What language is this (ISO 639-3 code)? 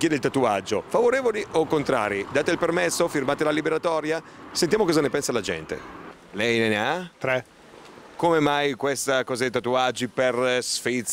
ita